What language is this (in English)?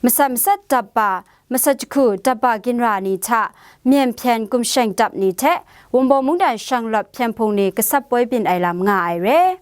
Kachin